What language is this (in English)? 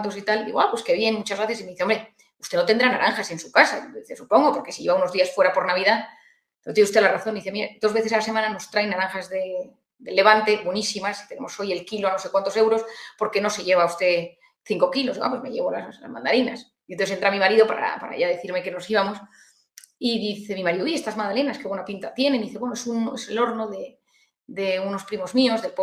Spanish